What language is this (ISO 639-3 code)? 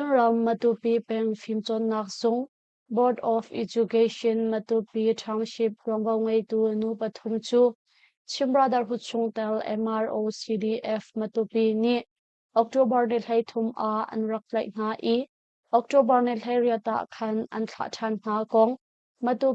cnh